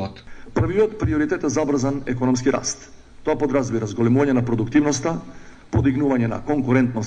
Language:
Macedonian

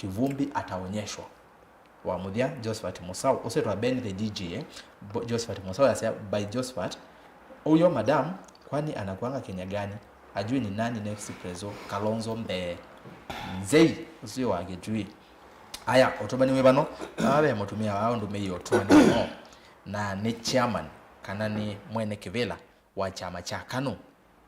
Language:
Kamba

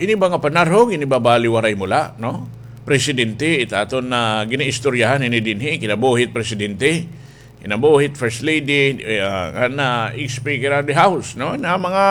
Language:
Waray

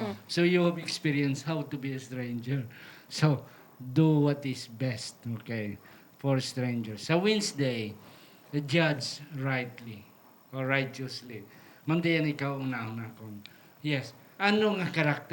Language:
Hiligaynon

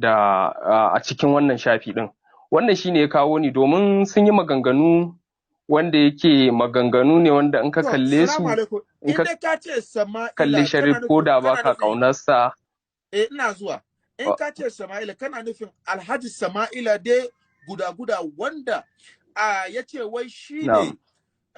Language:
Hausa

